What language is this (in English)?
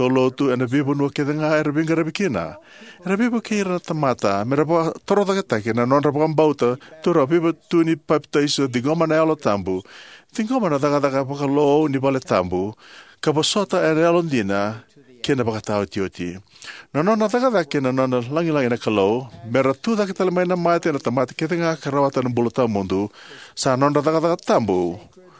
Fijian